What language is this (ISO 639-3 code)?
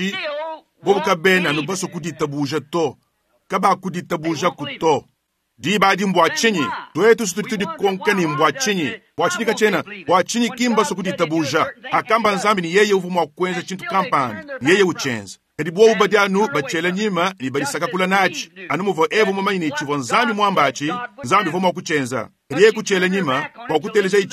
lua